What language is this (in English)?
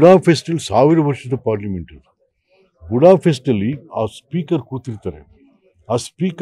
Kannada